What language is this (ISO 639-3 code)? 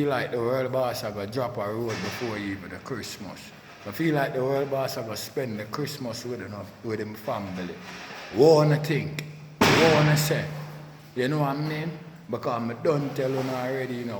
jam